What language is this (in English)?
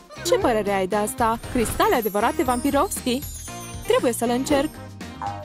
Romanian